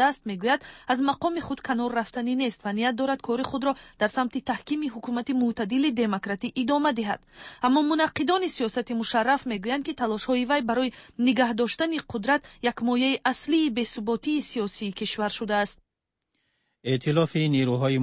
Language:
Persian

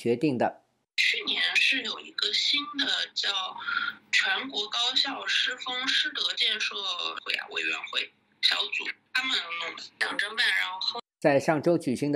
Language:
Chinese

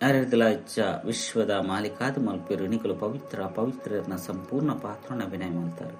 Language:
Tulu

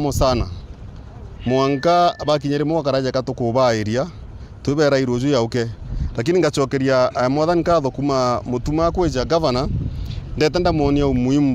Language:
Meru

